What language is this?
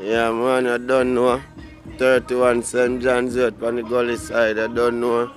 Jamaican Creole English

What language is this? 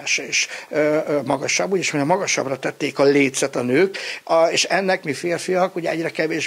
Hungarian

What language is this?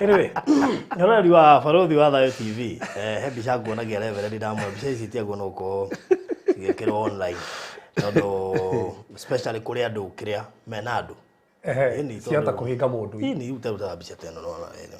Kikuyu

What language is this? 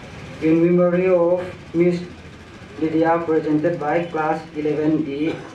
Paite Chin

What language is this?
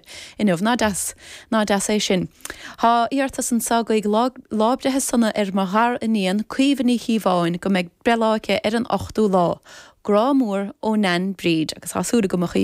Irish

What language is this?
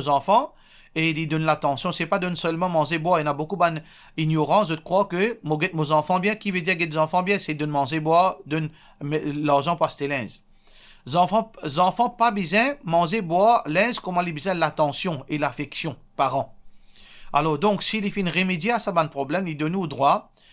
Morisyen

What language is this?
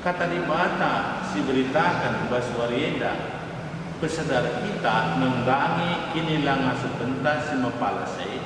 Batak Karo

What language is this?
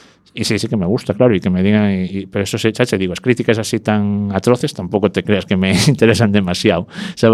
Galician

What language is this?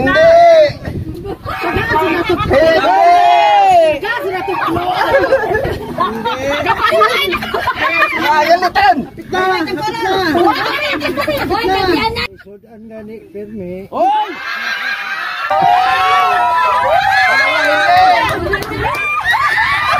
Filipino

